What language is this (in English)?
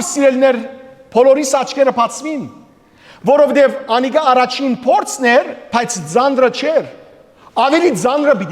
Western Armenian